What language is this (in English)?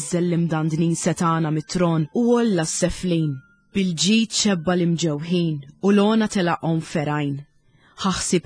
Maltese